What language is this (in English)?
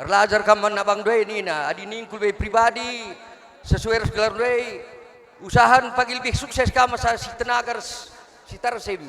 Batak Karo